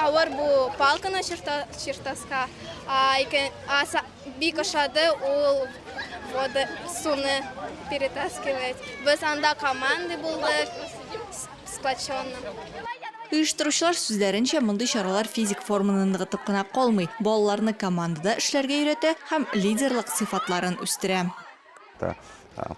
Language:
Tatar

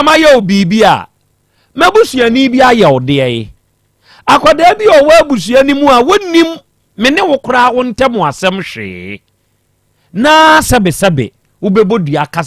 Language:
Akan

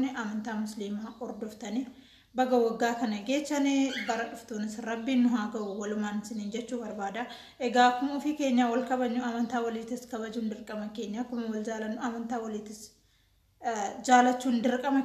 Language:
Oromo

